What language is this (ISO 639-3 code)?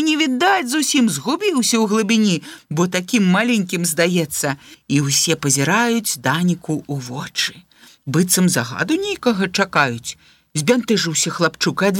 bel